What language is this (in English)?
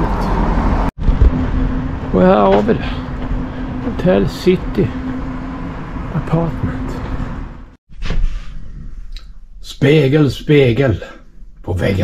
Swedish